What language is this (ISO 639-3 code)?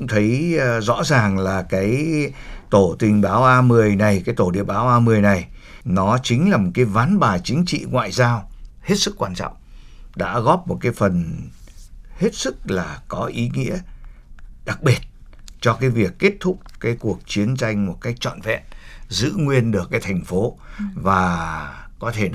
vie